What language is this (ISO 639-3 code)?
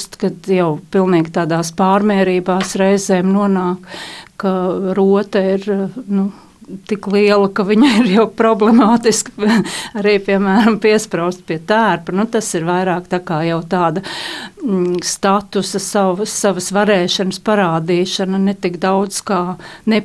lav